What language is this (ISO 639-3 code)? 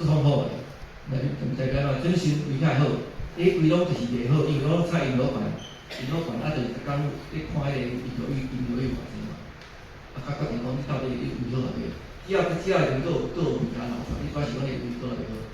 nan